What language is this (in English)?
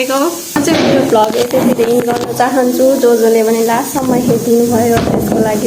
Nepali